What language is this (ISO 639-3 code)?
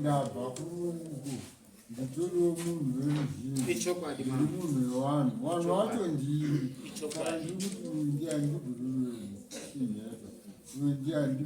sna